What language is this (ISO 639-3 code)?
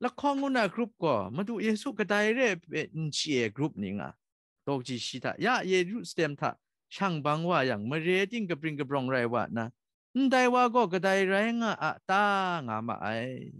kac